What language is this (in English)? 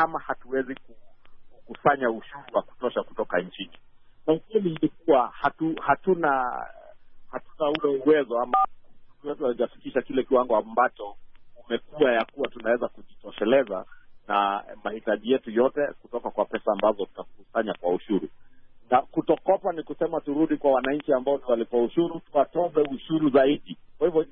Swahili